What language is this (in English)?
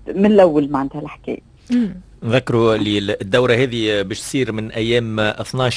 Tunisian Arabic